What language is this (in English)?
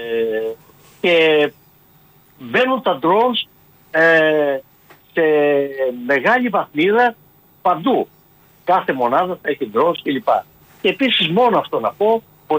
Greek